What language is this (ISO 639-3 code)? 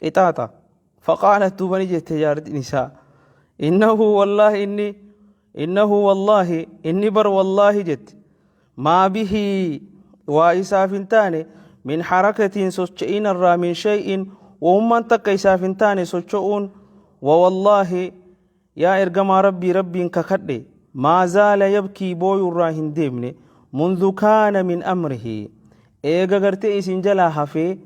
orm